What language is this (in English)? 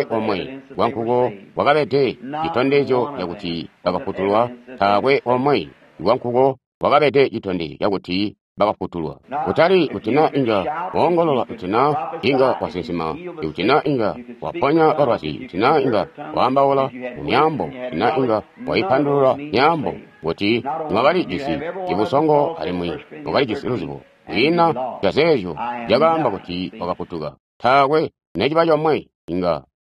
Tonga (Zambia)